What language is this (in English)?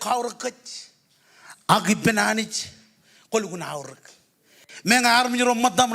Marshallese